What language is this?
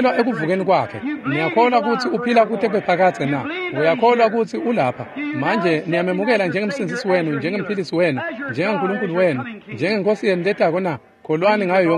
Swati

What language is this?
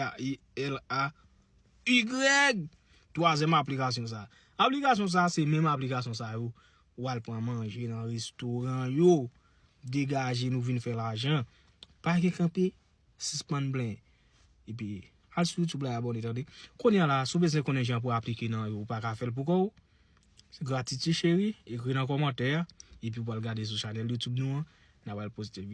Haitian Creole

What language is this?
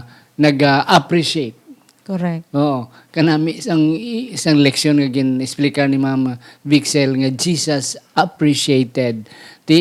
Hiligaynon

